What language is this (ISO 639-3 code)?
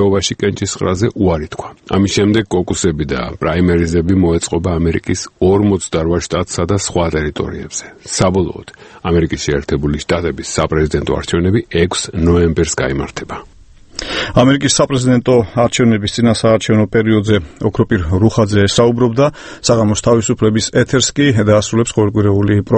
kat